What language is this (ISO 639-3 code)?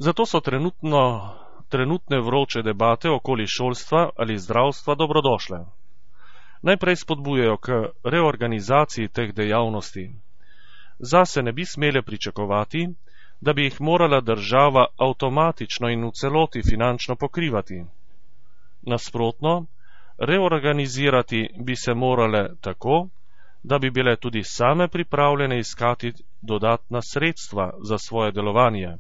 slv